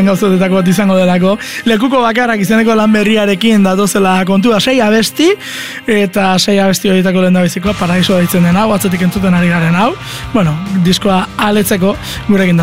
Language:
Basque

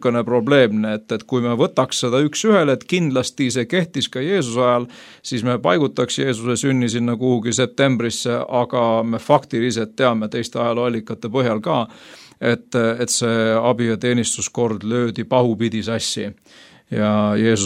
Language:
Estonian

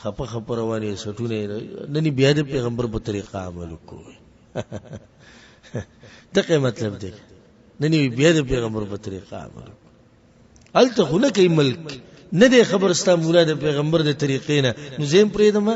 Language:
Pashto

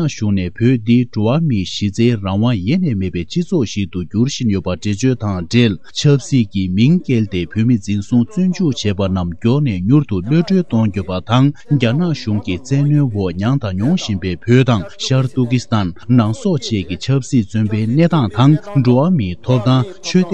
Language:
Tibetan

